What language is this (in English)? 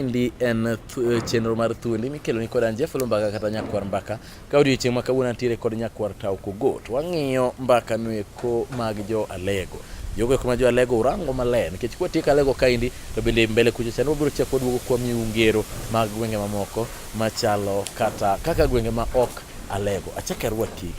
Luo (Kenya and Tanzania)